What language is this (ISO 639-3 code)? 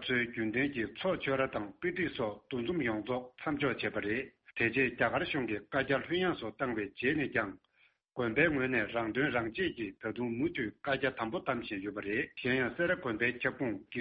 bod